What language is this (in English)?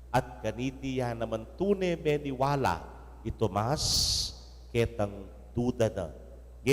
Pampanga